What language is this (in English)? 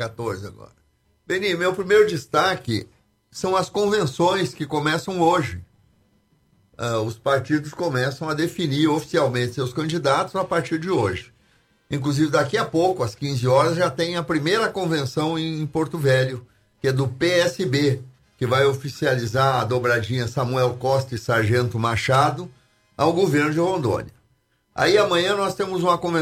Portuguese